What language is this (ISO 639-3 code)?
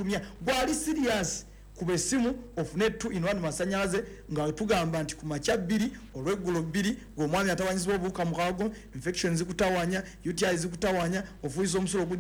lug